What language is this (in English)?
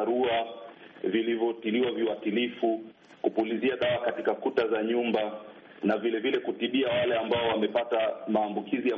Swahili